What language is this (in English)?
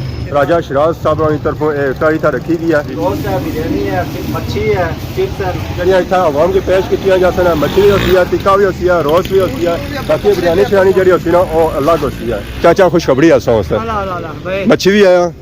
Pahari-Potwari